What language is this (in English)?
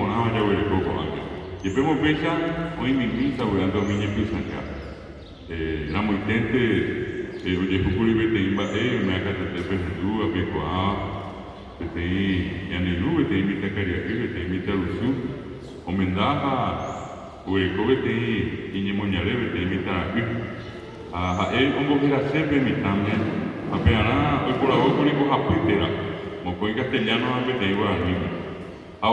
Guarani